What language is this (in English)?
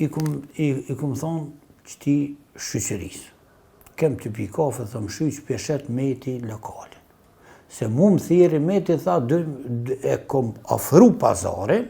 Albanian